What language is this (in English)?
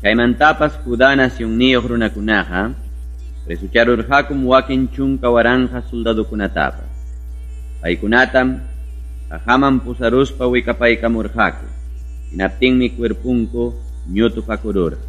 Ayacucho Quechua